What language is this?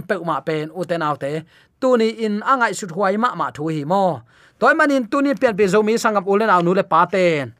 Tedim Chin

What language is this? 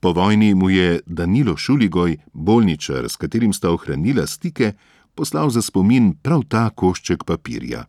Slovenian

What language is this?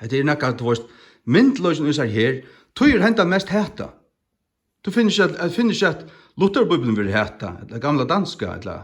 Faroese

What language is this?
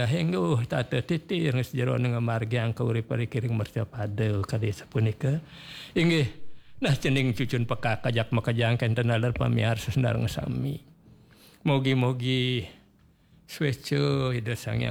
Balinese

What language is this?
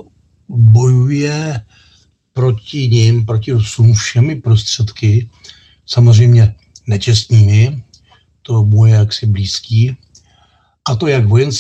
Czech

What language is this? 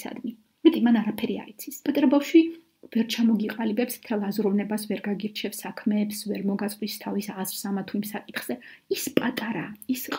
Georgian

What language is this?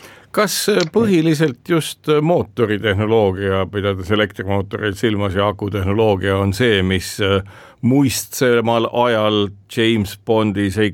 Estonian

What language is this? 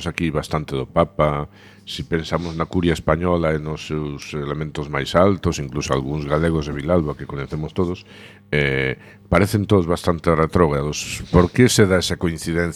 Galician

